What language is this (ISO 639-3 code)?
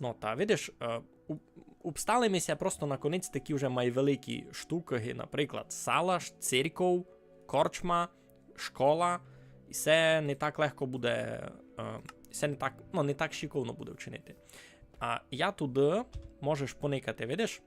rue